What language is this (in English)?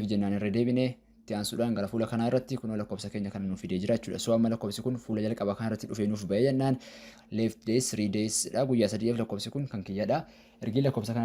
Oromo